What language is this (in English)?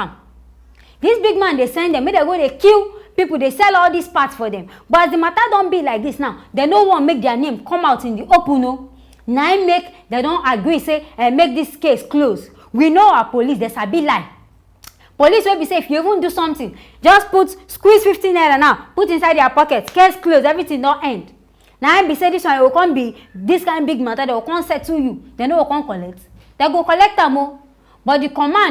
Nigerian Pidgin